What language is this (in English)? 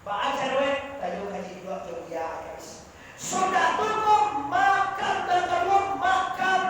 Minangkabau